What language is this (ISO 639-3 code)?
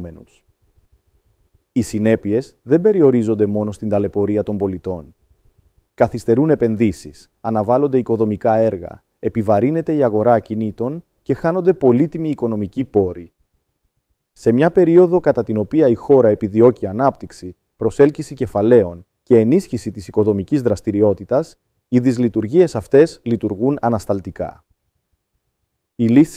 ell